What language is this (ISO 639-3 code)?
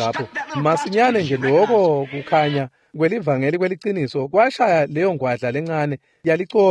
ssw